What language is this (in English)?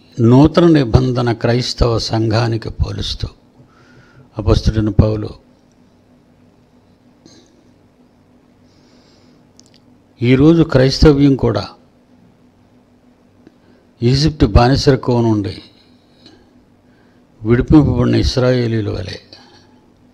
Telugu